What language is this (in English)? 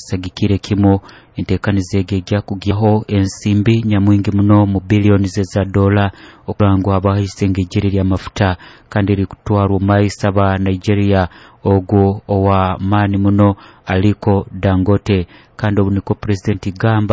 Nyoro